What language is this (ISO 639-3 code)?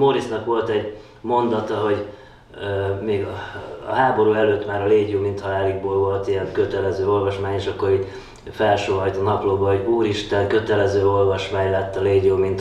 hun